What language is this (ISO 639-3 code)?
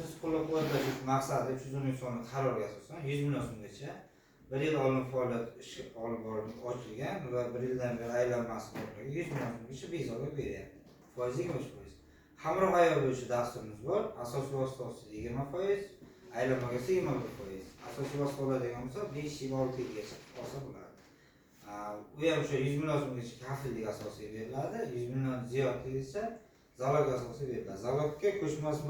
uzb